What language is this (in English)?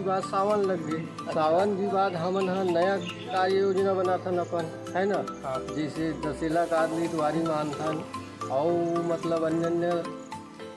Chhattisgarhi